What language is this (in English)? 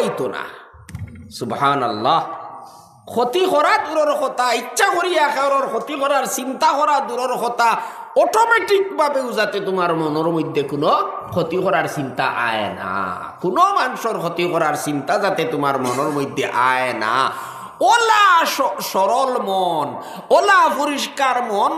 Sylheti